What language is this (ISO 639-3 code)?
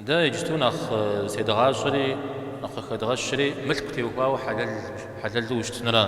kbd